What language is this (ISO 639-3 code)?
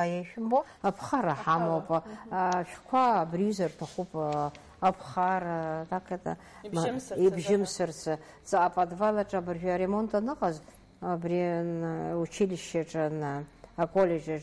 abk